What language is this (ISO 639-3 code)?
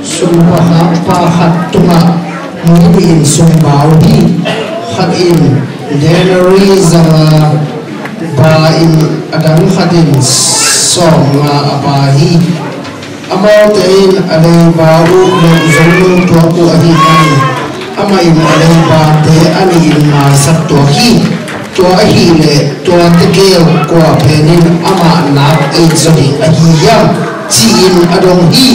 ctd